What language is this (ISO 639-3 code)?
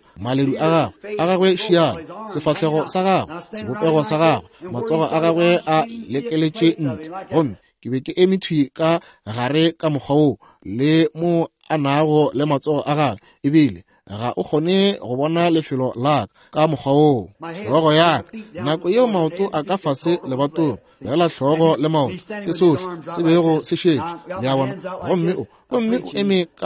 nso